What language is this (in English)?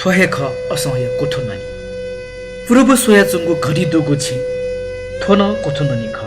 Newari